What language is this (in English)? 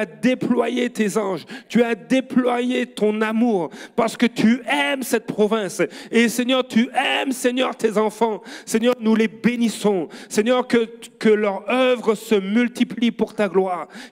French